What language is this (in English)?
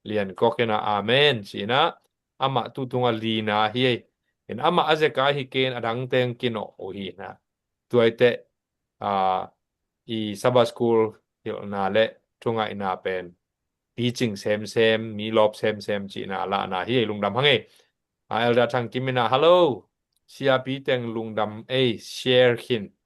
Tedim Chin